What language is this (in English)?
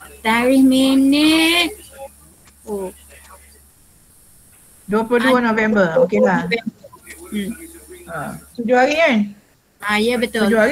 Malay